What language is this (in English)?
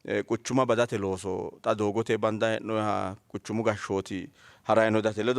Sidamo